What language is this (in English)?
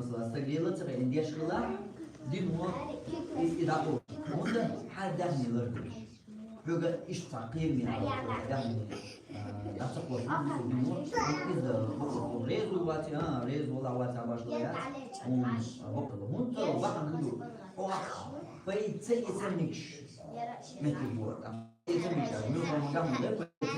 Chechen